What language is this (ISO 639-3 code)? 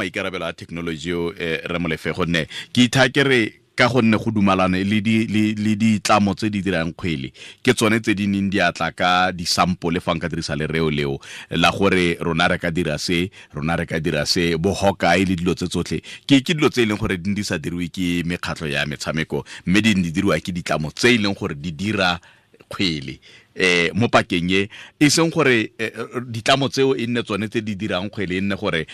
tsn